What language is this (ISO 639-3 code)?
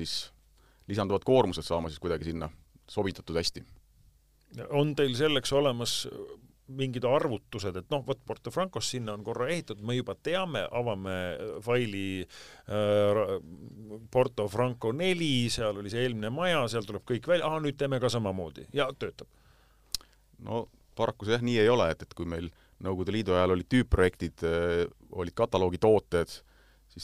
est